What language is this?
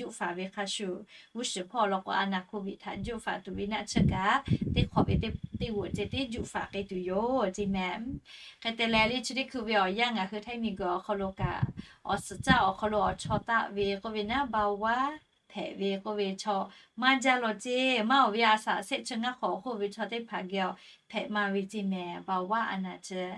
Lahu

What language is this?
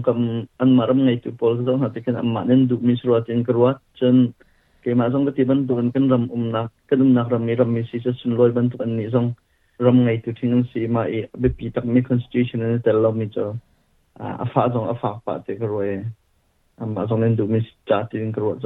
Hakha Chin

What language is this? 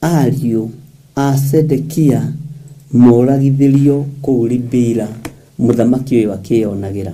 Kikuyu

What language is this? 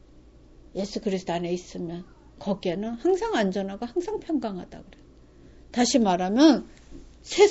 Korean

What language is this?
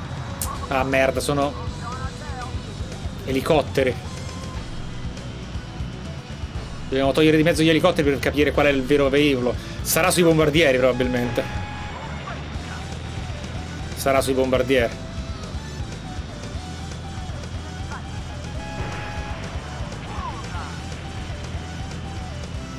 Italian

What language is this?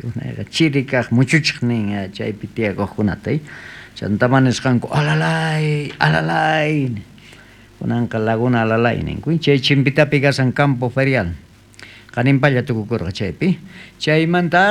South Bolivian Quechua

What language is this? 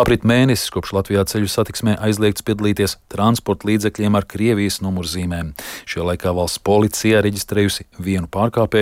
Latvian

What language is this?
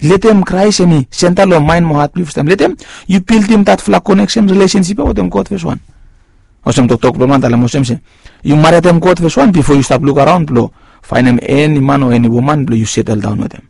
Bislama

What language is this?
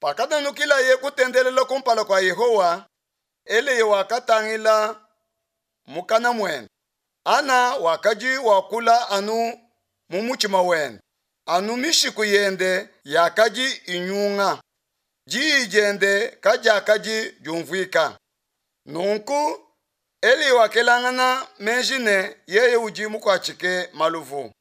Luba-Lulua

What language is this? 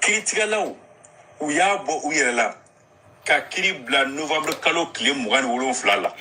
Bambara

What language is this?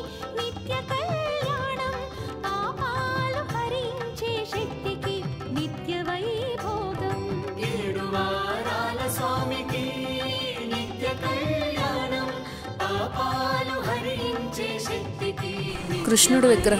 Telugu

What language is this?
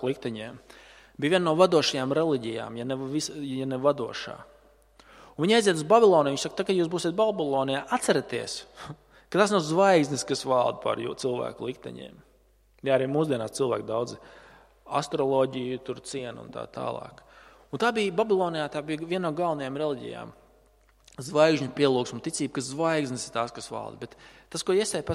Latvian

